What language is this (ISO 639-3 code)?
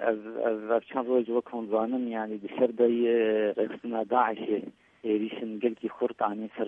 kur